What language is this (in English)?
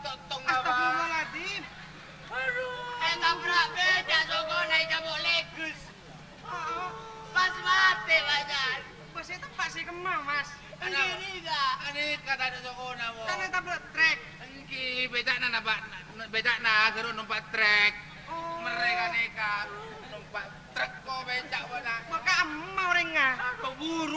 Madurese